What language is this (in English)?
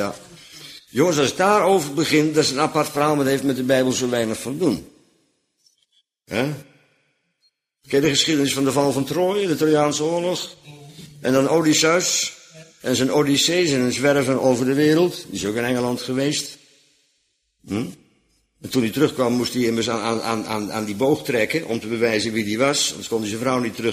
Dutch